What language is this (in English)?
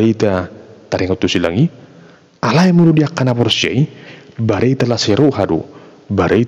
Batak Toba